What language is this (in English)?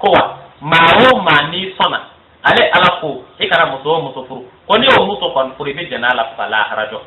Bambara